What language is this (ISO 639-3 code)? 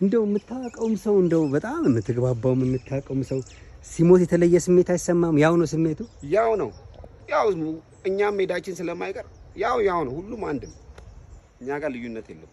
amh